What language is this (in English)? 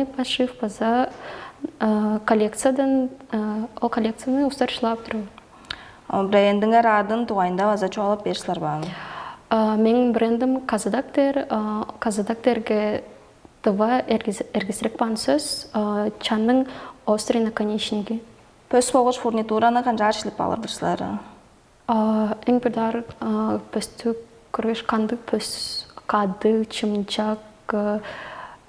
Tuvinian